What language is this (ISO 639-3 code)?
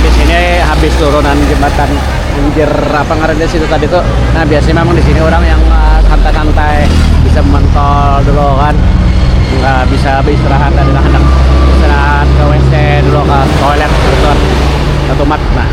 bjn